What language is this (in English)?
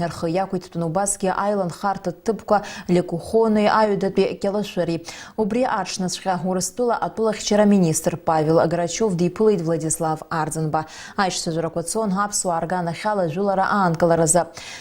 Abkhazian